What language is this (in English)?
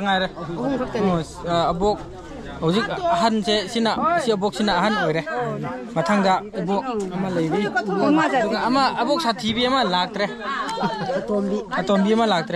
Manipuri